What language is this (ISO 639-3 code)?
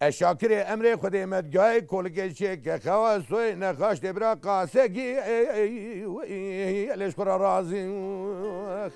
kur